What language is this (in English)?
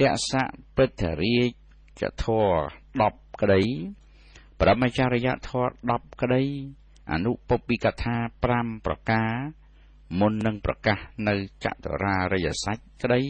Khmer